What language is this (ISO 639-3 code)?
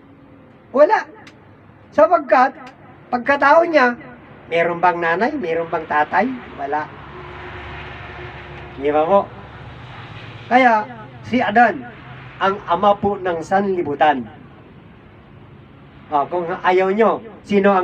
fil